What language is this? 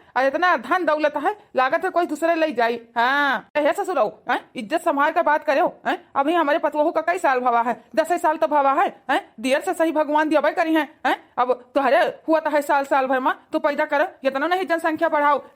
Awadhi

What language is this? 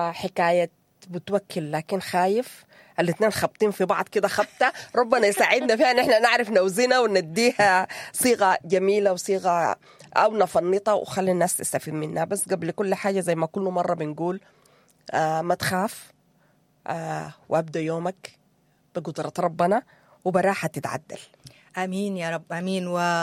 Sudanese Arabic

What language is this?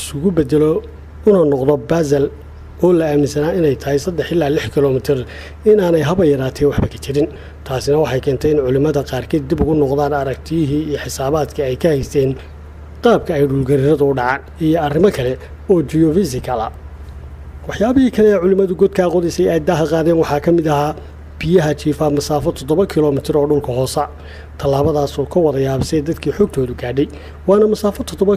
Somali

